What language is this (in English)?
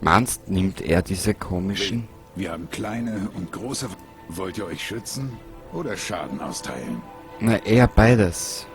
Bavarian